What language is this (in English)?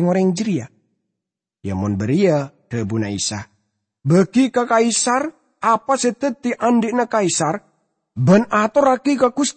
Madurese